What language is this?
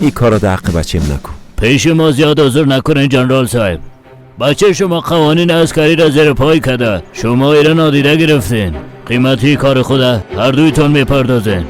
Persian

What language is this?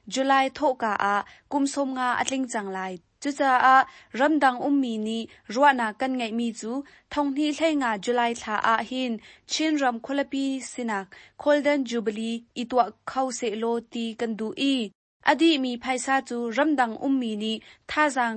Hakha Chin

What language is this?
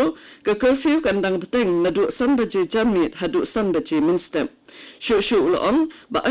Khasi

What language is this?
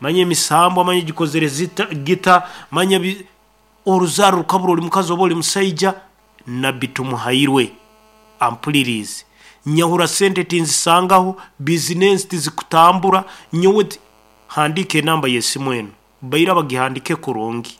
Nyankole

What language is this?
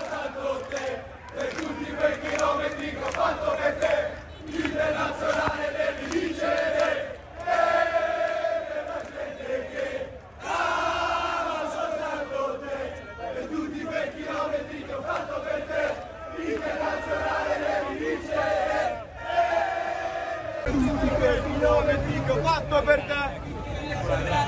Serbian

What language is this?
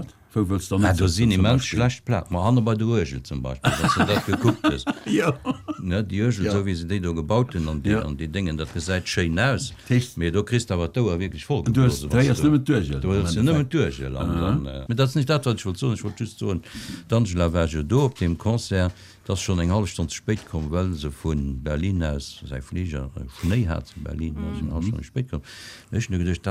Luxembourgish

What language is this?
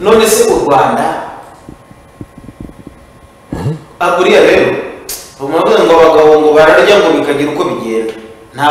Kinyarwanda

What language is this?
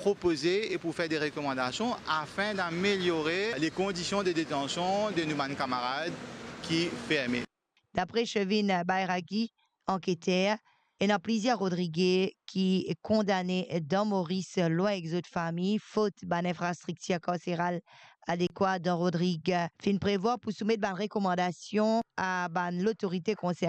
Morisyen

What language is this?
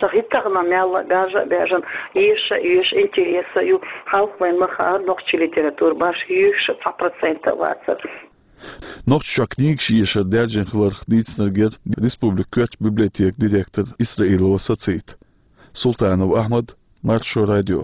Chechen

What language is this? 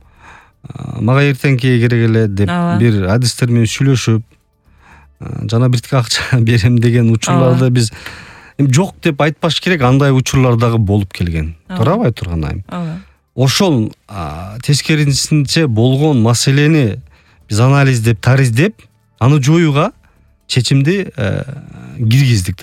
Kyrgyz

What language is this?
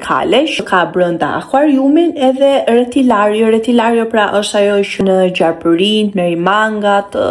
Albanian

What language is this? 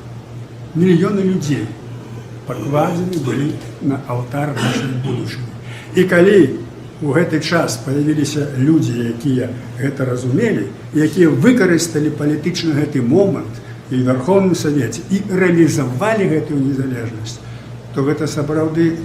Belarusian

